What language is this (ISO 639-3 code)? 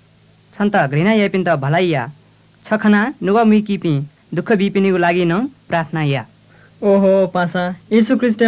new